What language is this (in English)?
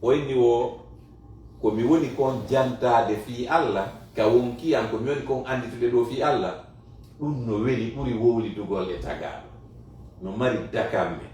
Fula